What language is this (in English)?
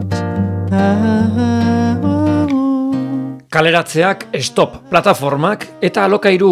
Basque